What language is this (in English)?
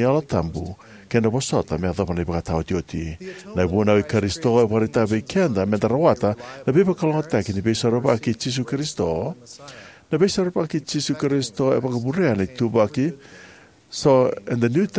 Fijian